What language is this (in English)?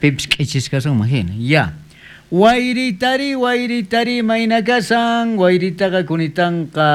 South Bolivian Quechua